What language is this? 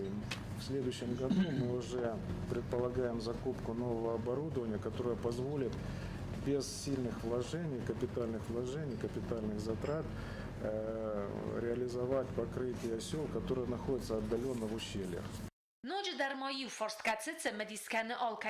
Ossetic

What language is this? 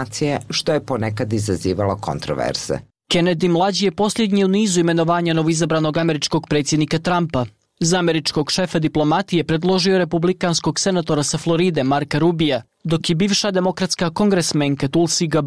Bosnian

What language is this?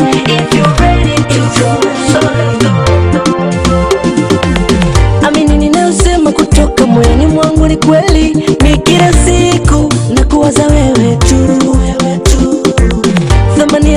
Swahili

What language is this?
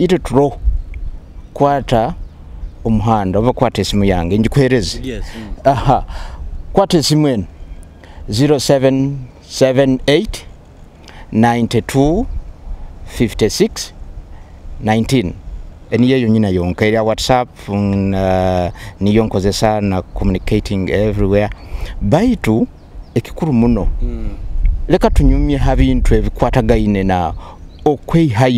Nyoro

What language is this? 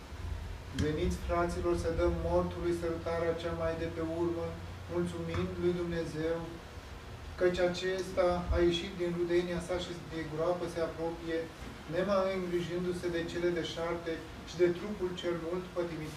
Romanian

